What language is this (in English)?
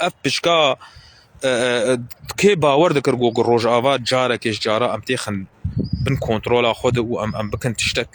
Kurdish